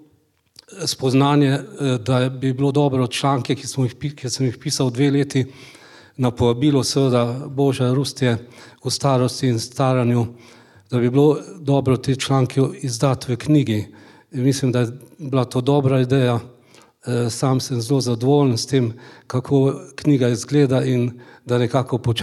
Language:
Slovenian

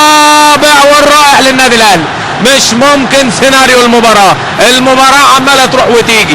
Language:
Egyptian Arabic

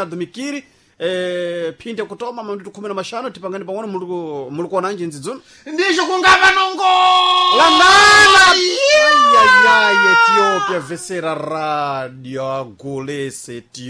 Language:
Sena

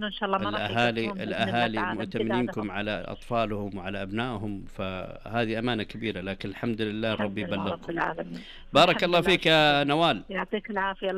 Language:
Najdi Arabic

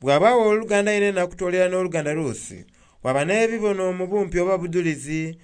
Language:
Soga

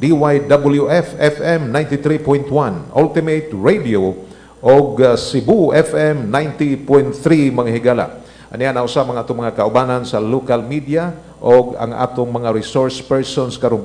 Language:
Cebuano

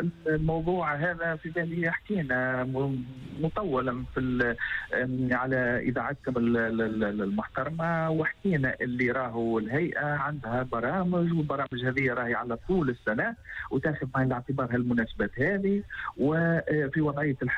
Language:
Tunisian Arabic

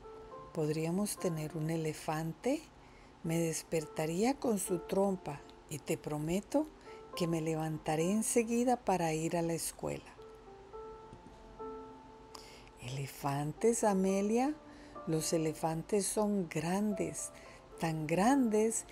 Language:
Spanish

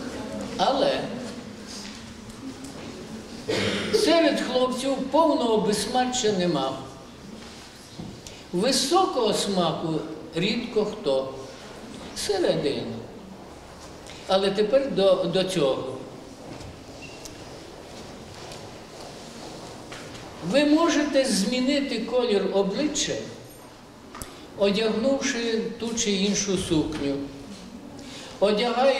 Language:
Ukrainian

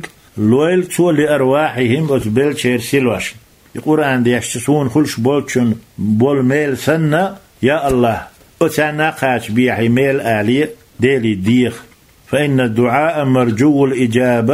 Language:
Chechen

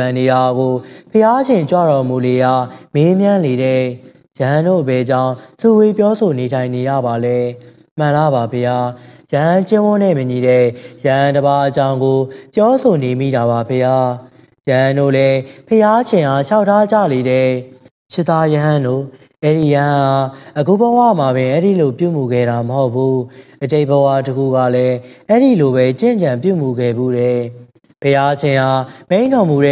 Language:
Burmese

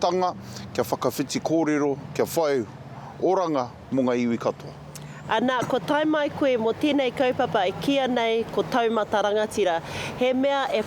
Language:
Māori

